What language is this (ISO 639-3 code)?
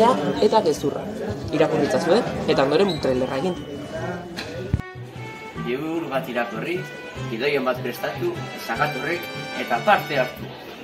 eus